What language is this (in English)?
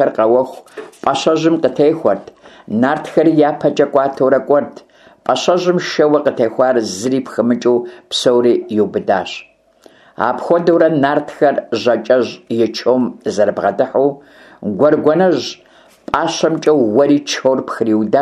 Kabardian